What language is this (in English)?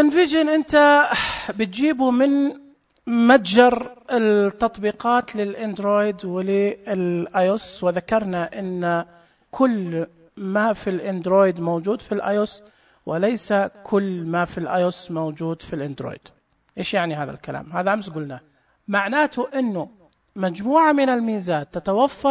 Najdi Arabic